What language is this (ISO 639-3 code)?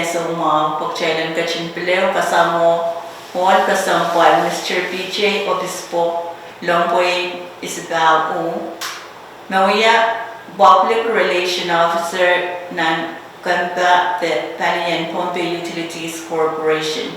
pon